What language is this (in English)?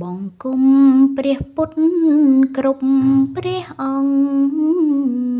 Khmer